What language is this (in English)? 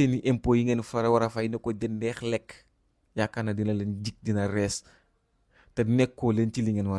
Wolof